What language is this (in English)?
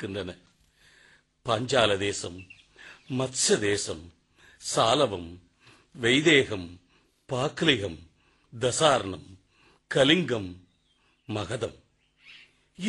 Tamil